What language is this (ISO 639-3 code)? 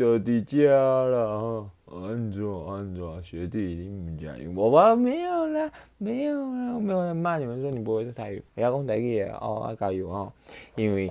nan